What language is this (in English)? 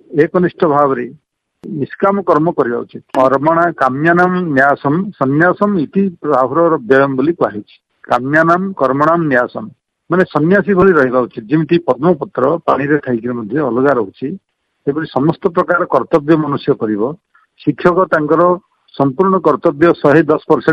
Odia